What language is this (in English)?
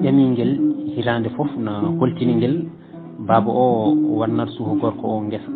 Fula